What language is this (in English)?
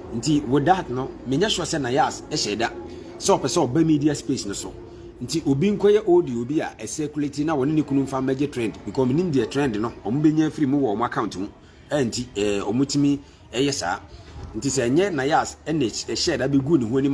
Akan